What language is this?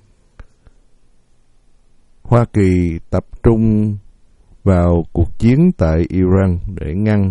Vietnamese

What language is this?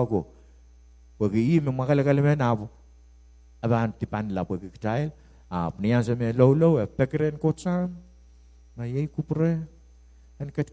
Pohnpeian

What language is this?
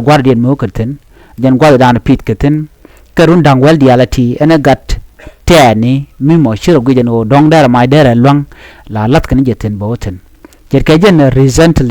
Nuer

